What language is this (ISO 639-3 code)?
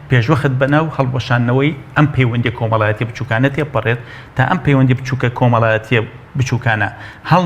ckb